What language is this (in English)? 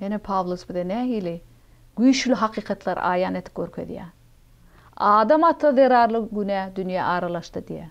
Turkmen